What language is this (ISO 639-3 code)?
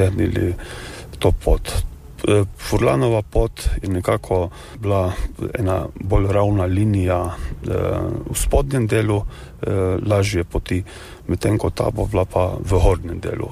slv